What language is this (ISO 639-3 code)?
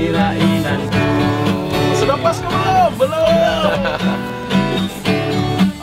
msa